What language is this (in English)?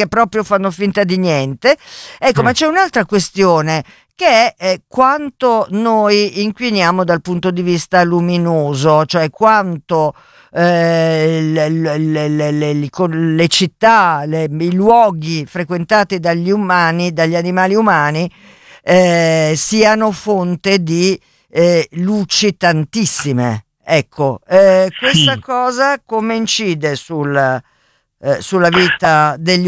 Italian